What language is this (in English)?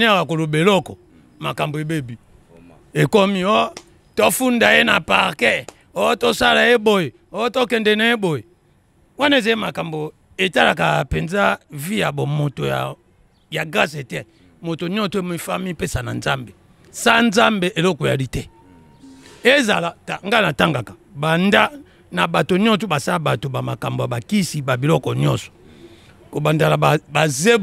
Lingala